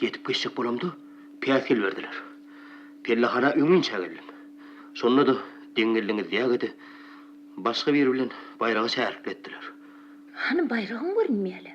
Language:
Turkmen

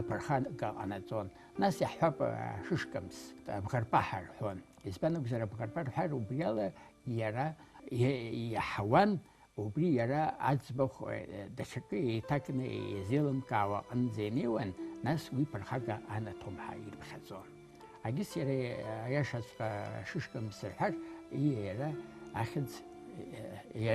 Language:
Abkhazian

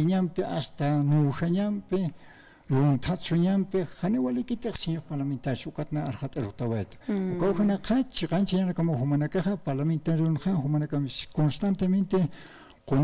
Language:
Aymara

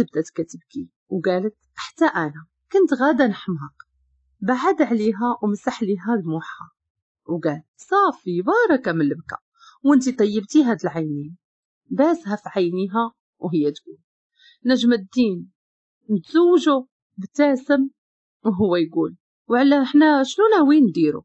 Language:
Moroccan Arabic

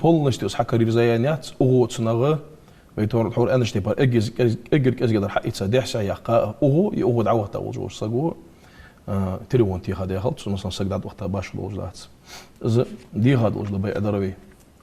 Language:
Ingush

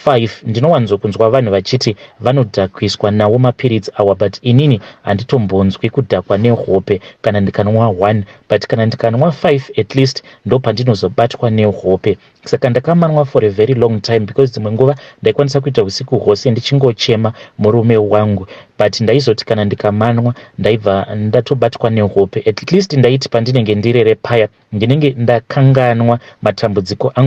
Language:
Shona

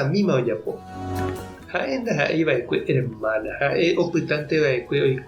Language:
Guarani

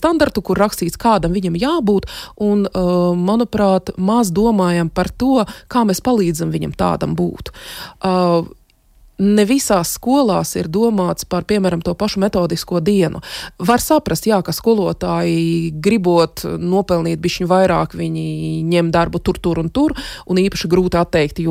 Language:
Latvian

